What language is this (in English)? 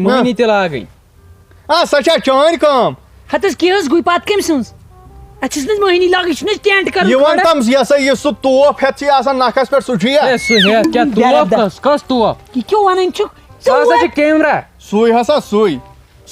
Kashmiri